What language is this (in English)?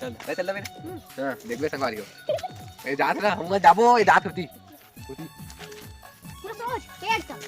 Chhattisgarhi